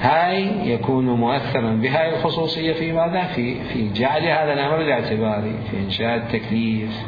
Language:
Mesopotamian Arabic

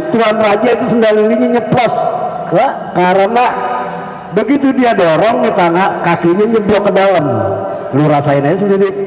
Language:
Betawi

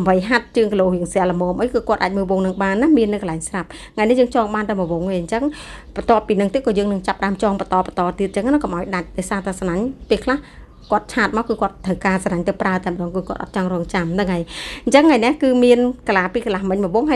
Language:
Khmer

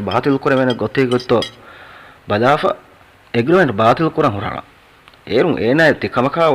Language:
Divehi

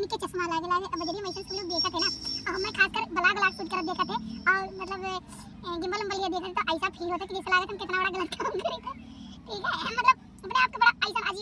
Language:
Awadhi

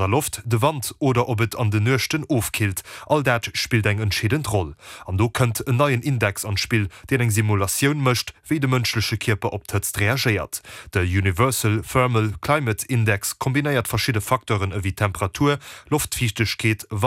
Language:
Luxembourgish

